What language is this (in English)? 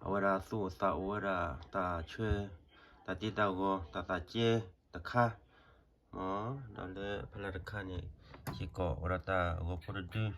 S'gaw Karen